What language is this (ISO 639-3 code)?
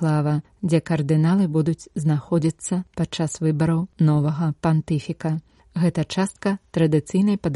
bel